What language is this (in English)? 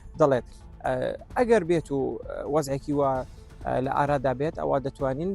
Central Kurdish